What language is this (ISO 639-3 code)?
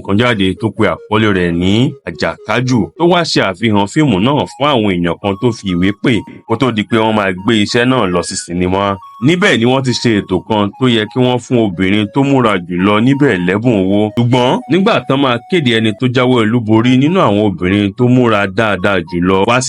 yor